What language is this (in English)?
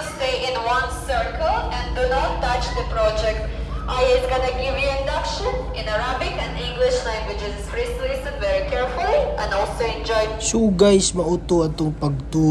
Cebuano